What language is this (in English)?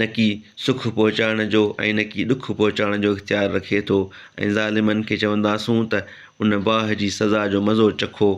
Sindhi